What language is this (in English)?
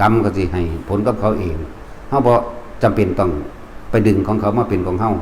Lao